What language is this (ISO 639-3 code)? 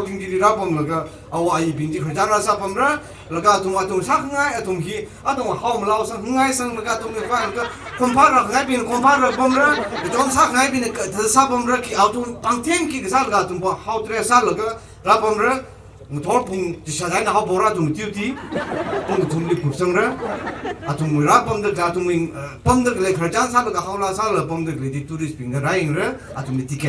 nmf